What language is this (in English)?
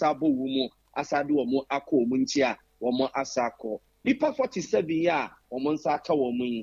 Akan